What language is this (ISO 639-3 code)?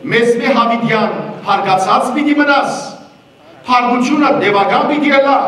hyw